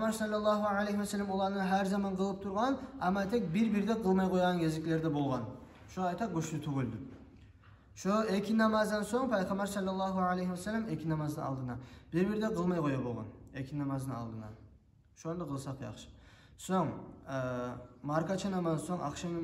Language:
Kumyk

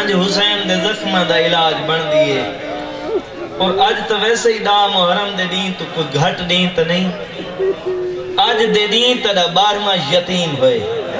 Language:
Saraiki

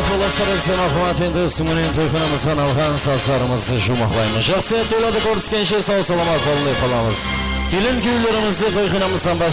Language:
Kara-Kalpak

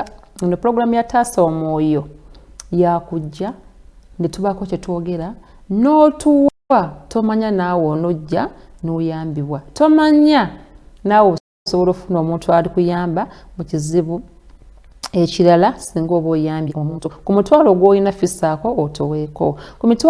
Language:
Ganda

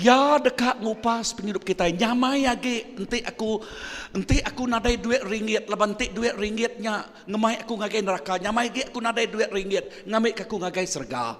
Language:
Iban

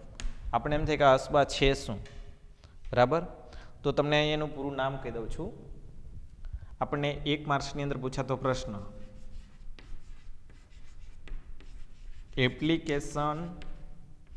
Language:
Gujarati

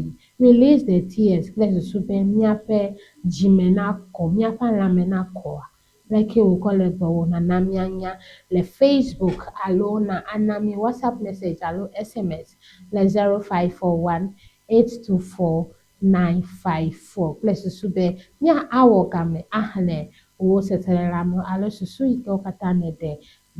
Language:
Ewe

